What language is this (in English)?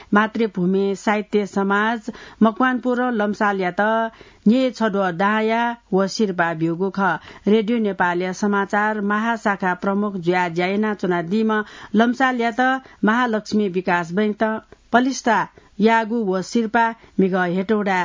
Newari